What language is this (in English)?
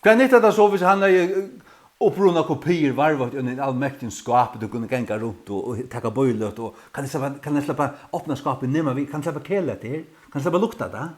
Faroese